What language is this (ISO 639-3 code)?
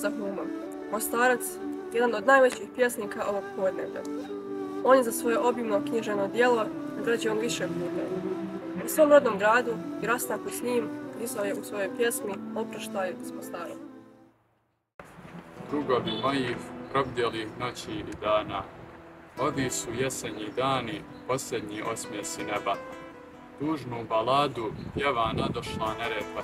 bos